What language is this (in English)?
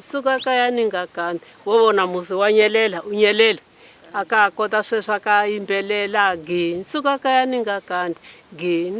Tsonga